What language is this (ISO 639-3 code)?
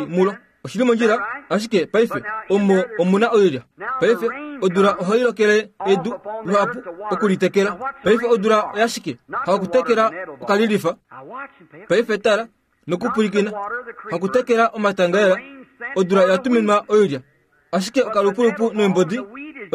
kua